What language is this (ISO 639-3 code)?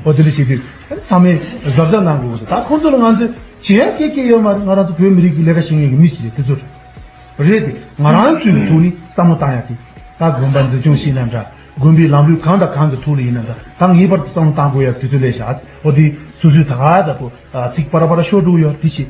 bod